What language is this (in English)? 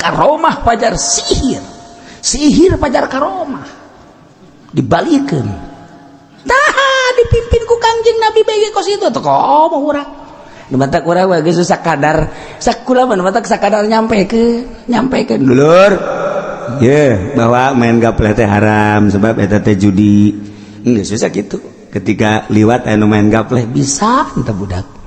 Sundanese